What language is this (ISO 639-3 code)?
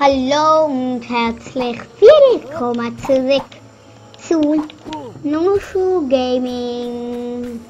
gsw